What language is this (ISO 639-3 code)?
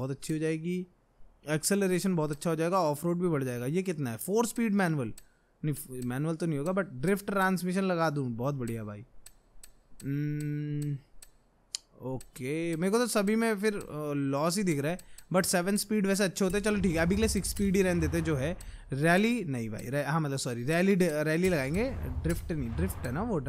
hin